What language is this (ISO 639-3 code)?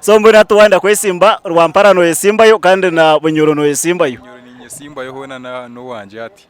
nyn